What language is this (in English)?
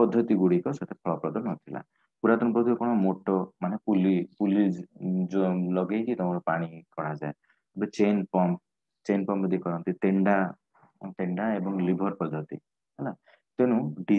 Odia